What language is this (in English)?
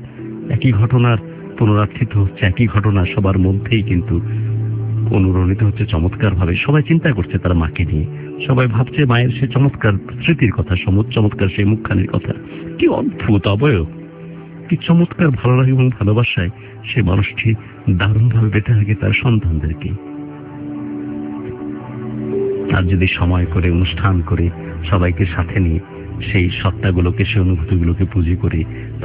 Bangla